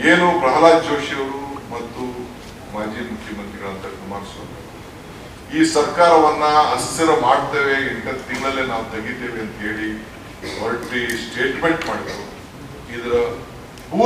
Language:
Kannada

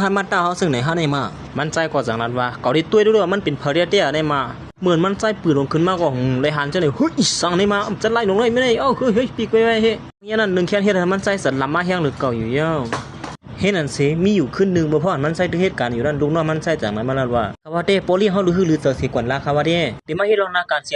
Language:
Shan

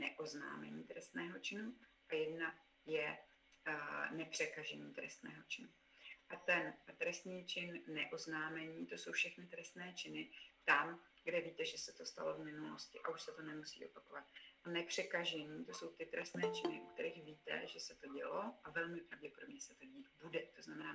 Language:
Czech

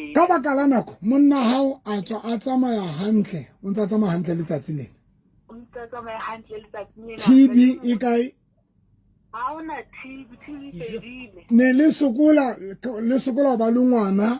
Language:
Southern Sotho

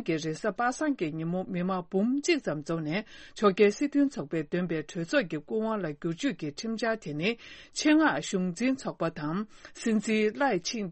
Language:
Tibetan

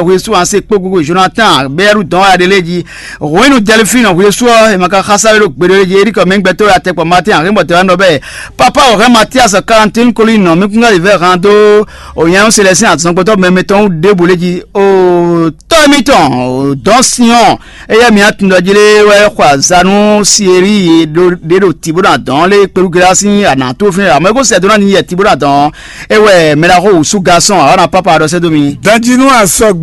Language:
Fon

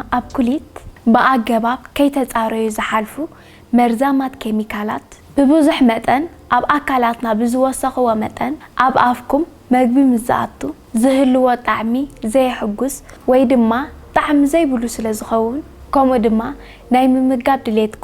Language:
Tigrinya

